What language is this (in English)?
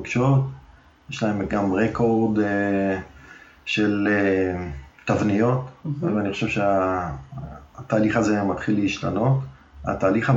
Hebrew